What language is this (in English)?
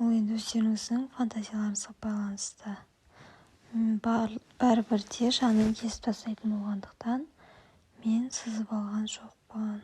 Kazakh